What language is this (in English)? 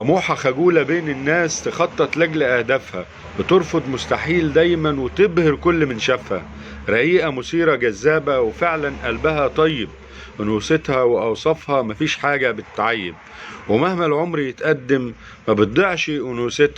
Egyptian Arabic